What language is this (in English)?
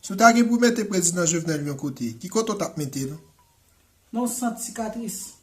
Haitian Creole